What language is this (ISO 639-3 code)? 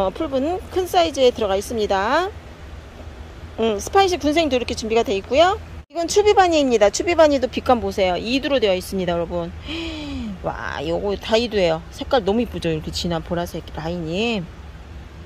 kor